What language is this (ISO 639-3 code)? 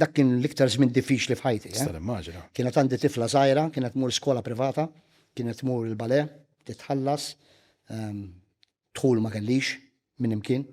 mlt